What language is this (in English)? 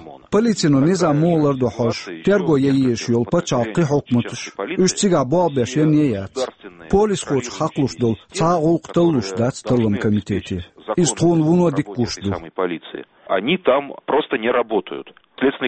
Chechen